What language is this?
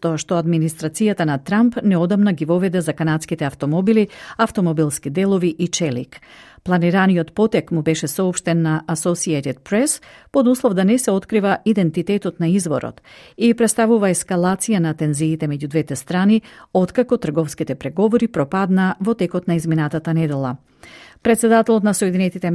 Macedonian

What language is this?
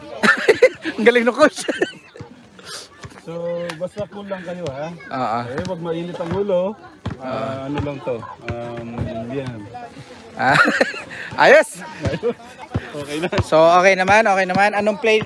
Filipino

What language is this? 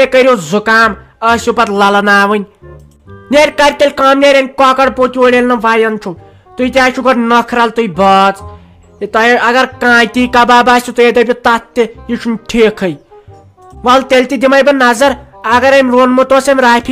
Kashmiri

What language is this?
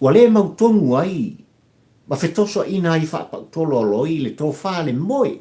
Samoan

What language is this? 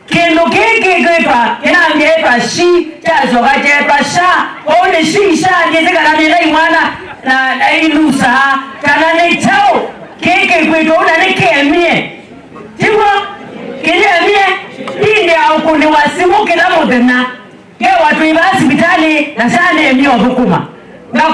Kamba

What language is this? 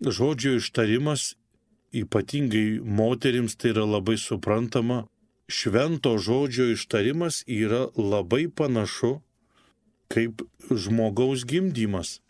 Lithuanian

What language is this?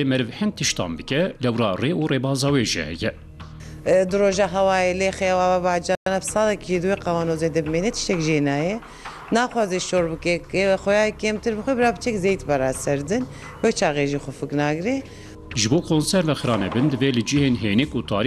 Kurdish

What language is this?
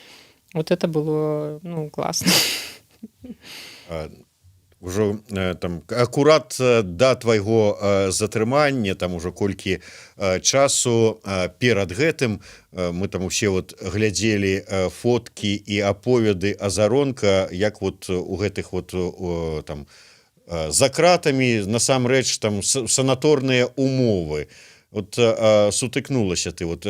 Belarusian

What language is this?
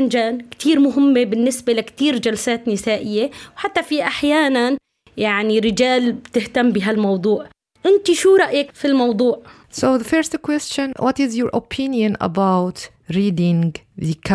North Levantine Arabic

